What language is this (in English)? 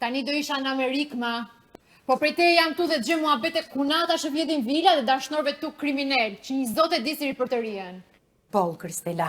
Albanian